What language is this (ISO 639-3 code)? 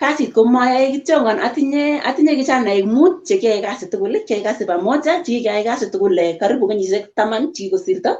kln